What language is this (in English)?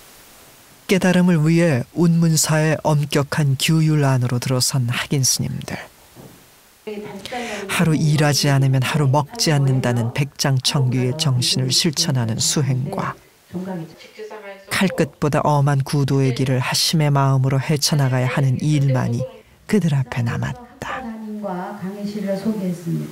Korean